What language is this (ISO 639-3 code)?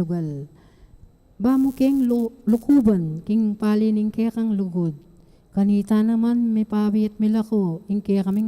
pam